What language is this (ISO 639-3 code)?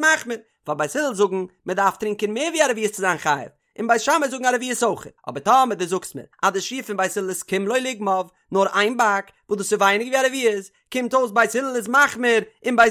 yid